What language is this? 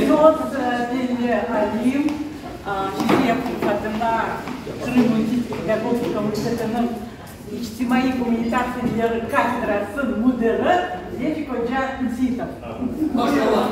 Crimean Tatar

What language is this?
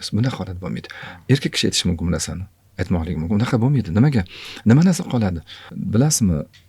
Uzbek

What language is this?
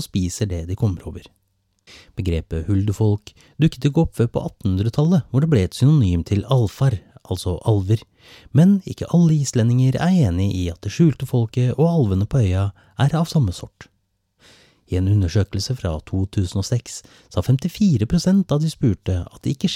Norwegian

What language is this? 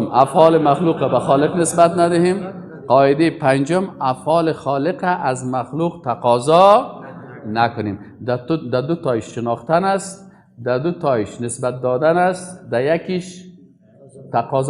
Persian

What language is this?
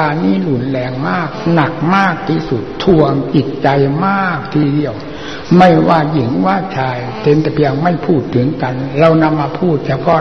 Thai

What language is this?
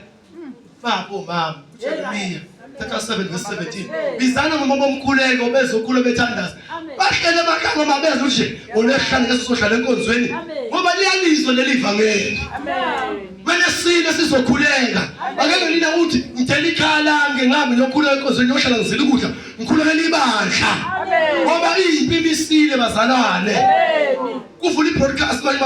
Zulu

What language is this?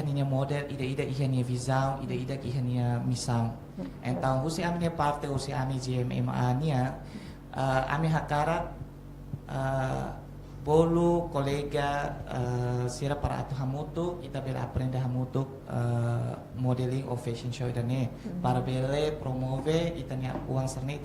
Tetum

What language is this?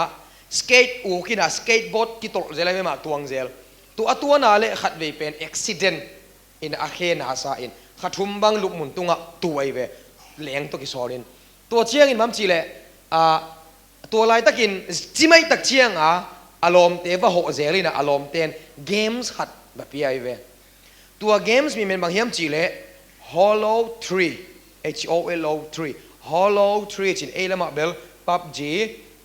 Tedim Chin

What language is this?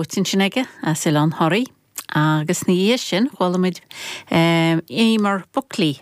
Irish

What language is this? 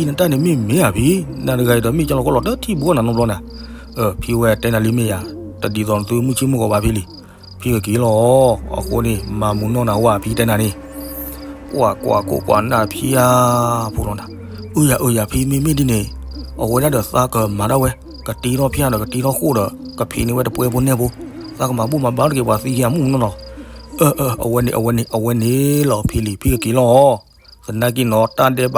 S'gaw Karen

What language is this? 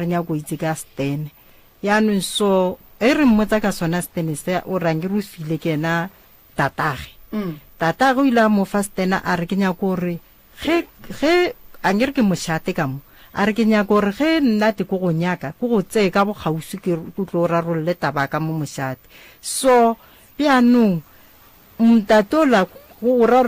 Northern Sotho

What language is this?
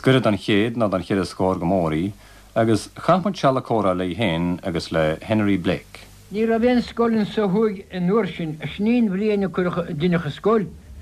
Irish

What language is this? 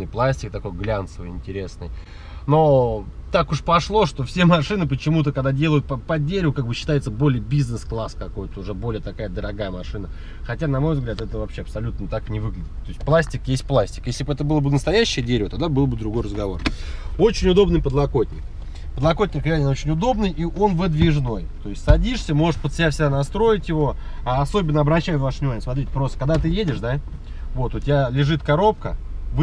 Russian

